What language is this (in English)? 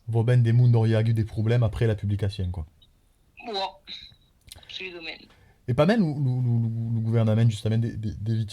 Occitan